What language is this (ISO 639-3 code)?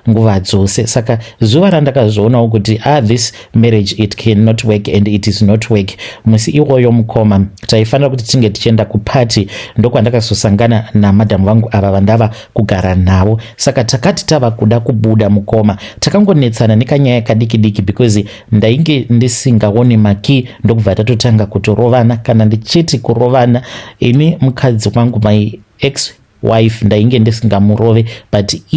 sna